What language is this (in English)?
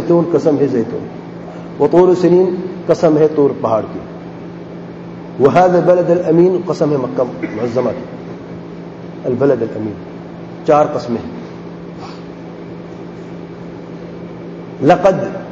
Urdu